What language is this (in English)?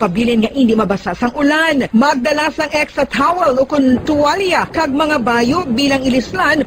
Hiligaynon